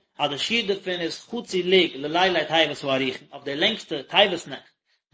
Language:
Yiddish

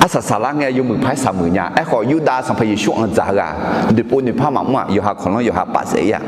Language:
Akha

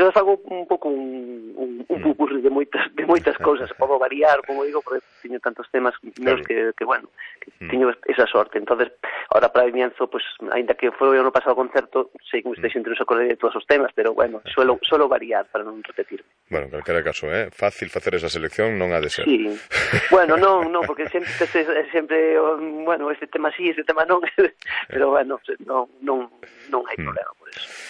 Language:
Galician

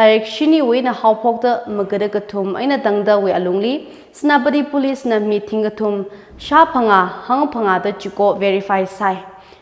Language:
Tangkhul Naga (India)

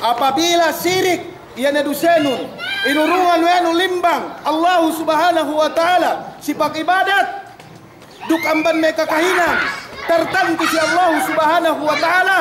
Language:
Yakan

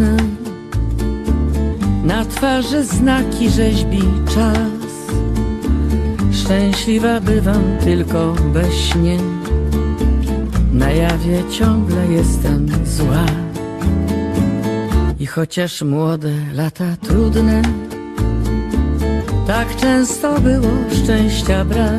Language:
Polish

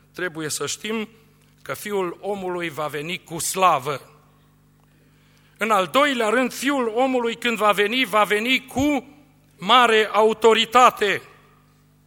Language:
Romanian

